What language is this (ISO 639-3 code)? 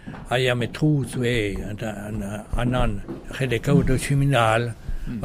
bre